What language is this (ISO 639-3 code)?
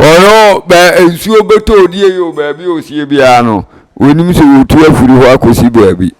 aka